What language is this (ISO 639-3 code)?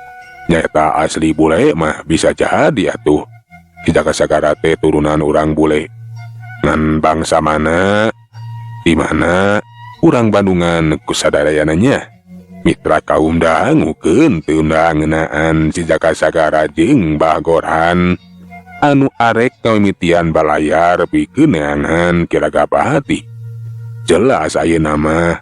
sun